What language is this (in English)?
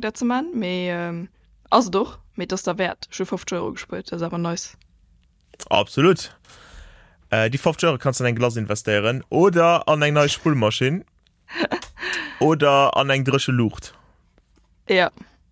Luxembourgish